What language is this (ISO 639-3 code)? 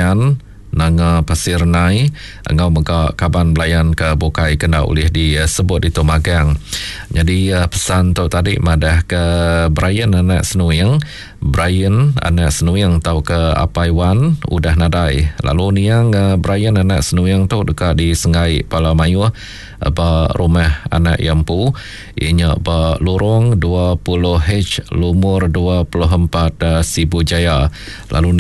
iba